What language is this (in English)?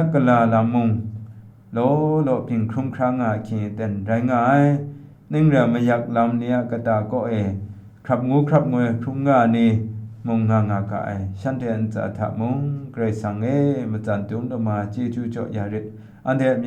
Kachin